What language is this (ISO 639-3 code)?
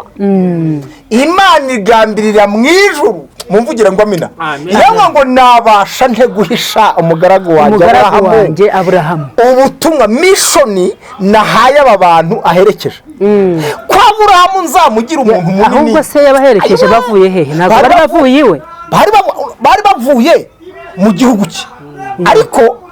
kin